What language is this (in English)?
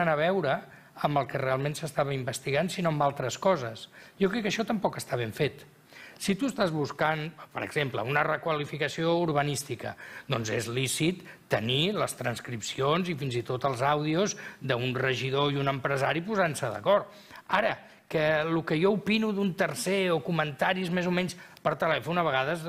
Catalan